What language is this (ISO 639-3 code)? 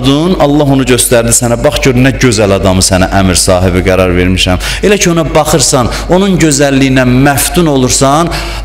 aze